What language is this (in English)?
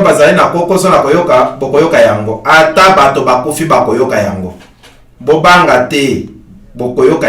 Lingala